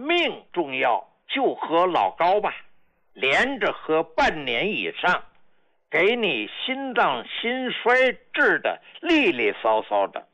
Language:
Chinese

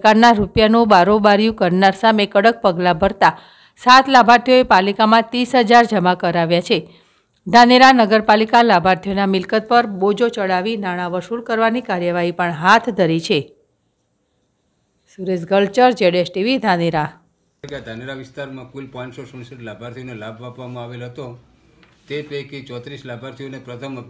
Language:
Gujarati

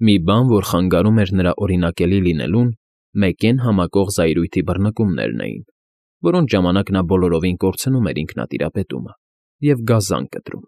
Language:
Armenian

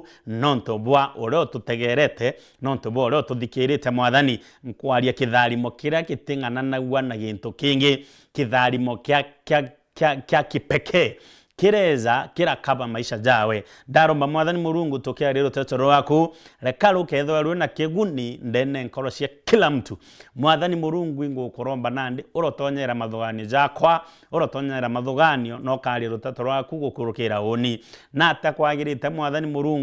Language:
Meru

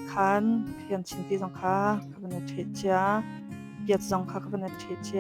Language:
Hakha Chin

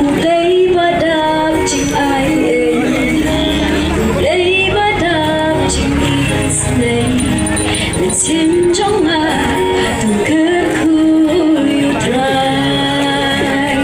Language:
Khasi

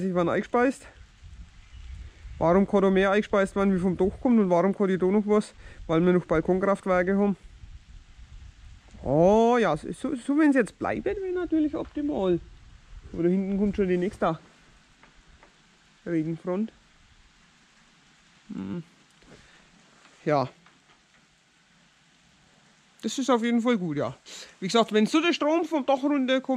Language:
German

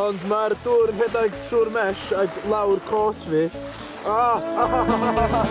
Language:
Welsh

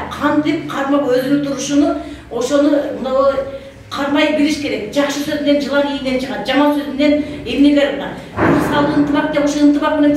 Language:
Kyrgyz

